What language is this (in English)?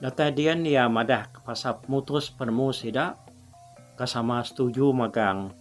Iban